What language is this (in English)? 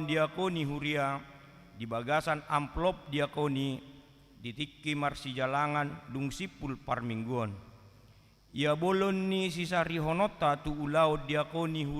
Batak Toba